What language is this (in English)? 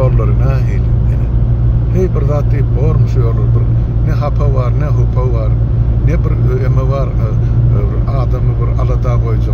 Turkmen